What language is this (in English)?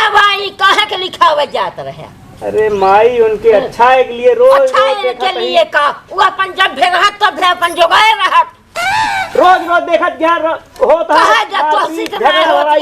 Awadhi